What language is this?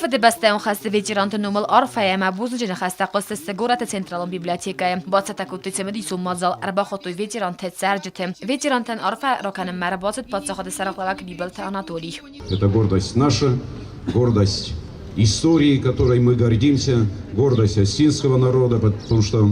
Ossetic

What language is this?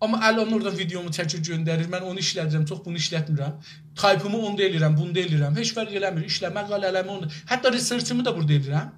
South Azerbaijani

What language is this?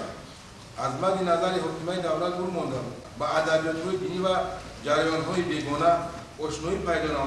Tajik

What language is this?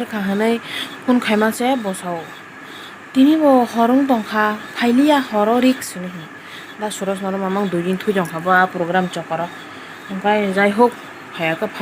Kok Borok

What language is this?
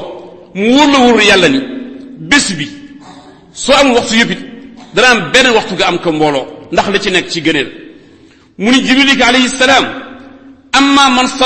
Wolof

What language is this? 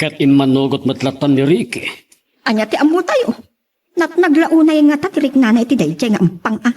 Iloko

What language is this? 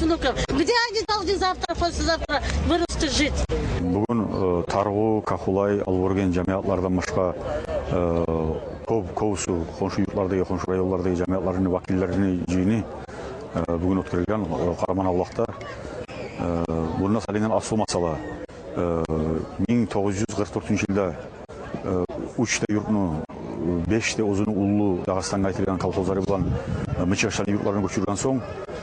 Kumyk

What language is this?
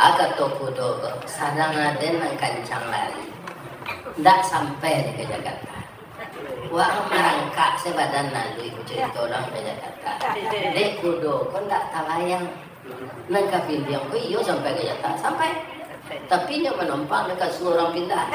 Minangkabau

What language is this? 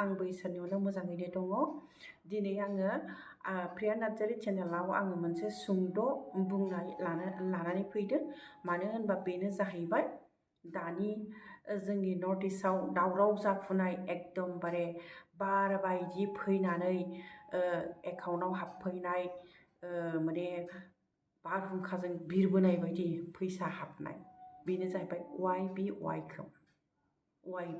Bodo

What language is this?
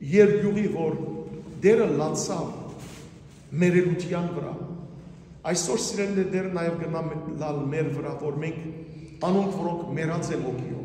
Western Armenian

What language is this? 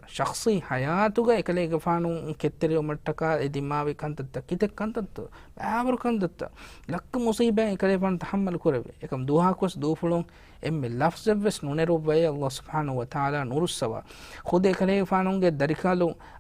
Divehi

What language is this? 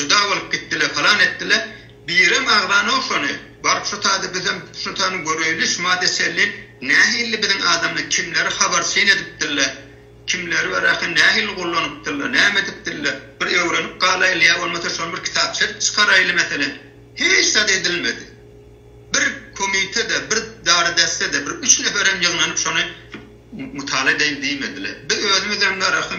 Turkmen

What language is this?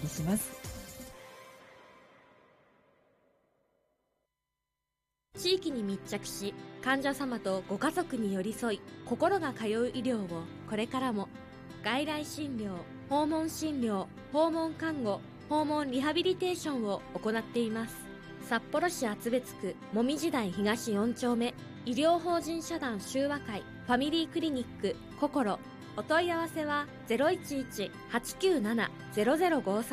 Japanese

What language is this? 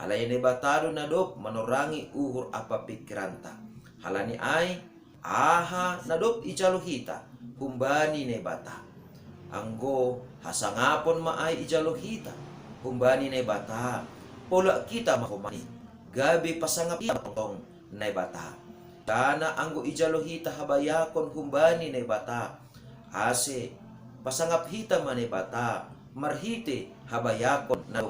Batak Simalungun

